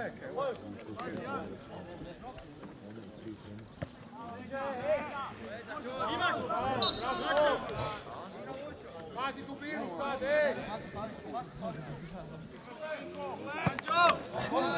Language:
Croatian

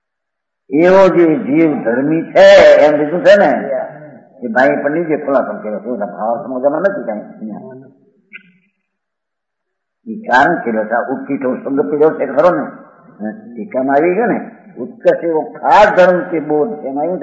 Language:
Gujarati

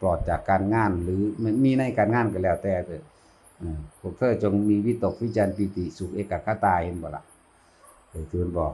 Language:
Northeastern Thai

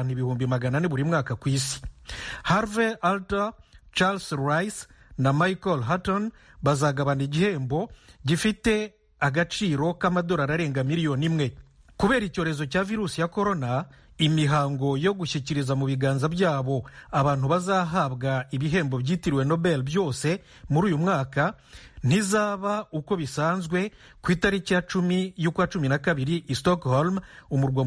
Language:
Kinyarwanda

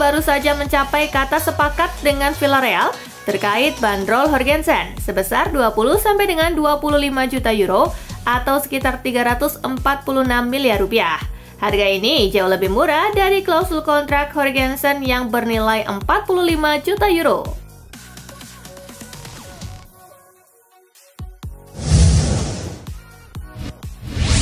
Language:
Indonesian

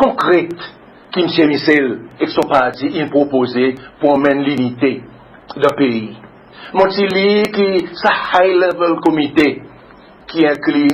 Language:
Seselwa Creole French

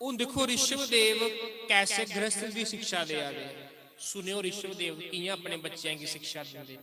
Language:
Dogri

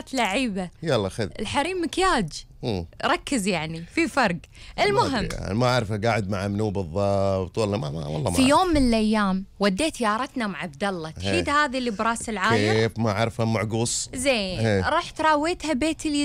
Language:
Gulf Arabic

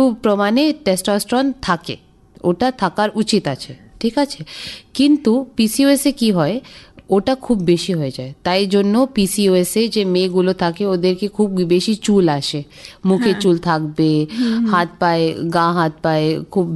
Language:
Bangla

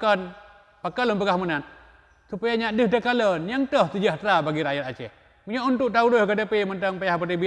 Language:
Achinese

